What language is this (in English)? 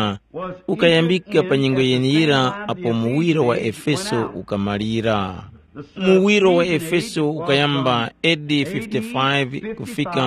Tumbuka